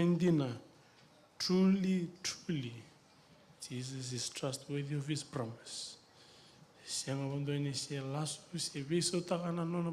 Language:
Fijian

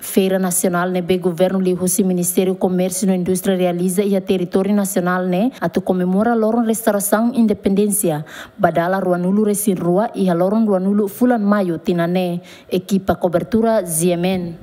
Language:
Tetum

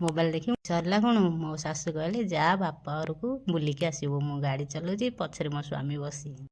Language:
Odia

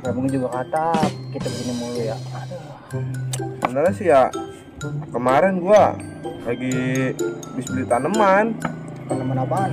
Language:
Betawi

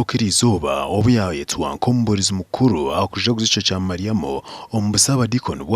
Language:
Nyankole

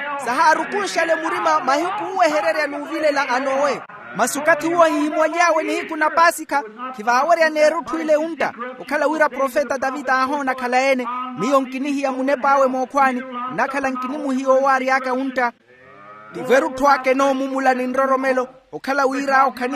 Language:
Makhuwa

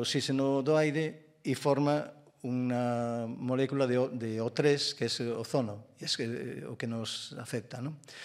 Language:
Galician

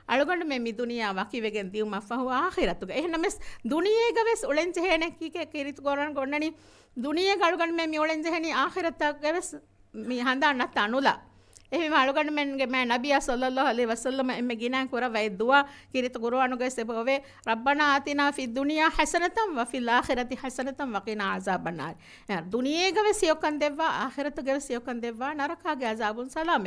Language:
Divehi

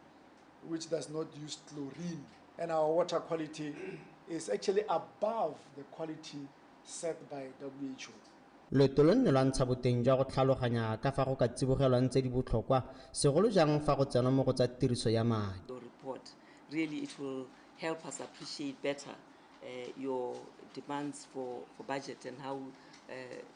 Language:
Tswana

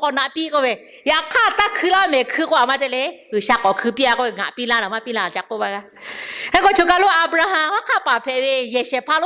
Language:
Lahu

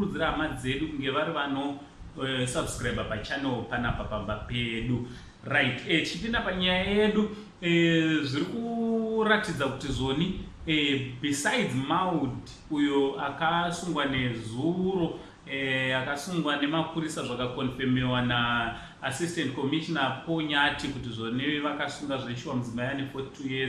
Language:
Shona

